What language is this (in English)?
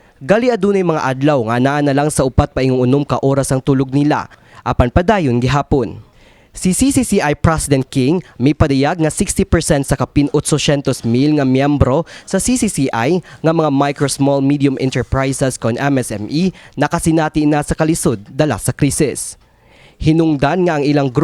Cebuano